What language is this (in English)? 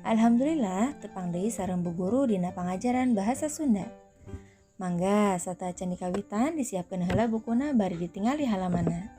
Sundanese